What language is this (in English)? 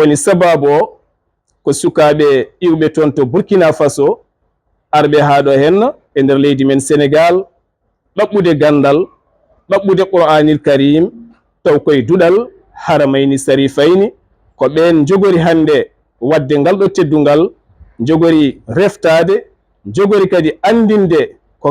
Fula